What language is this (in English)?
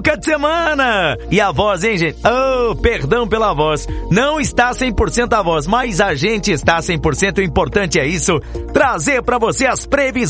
Portuguese